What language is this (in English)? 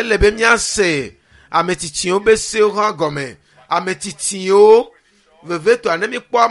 Ewe